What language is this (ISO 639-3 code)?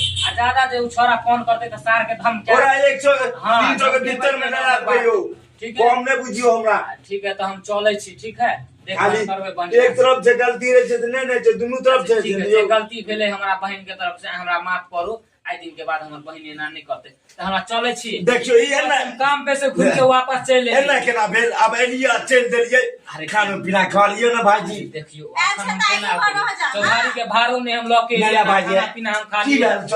mai